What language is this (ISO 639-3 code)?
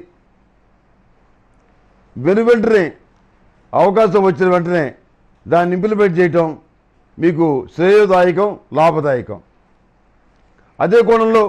tel